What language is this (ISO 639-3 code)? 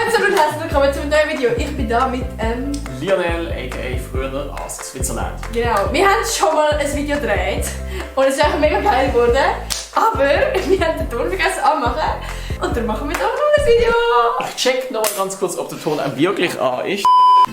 gsw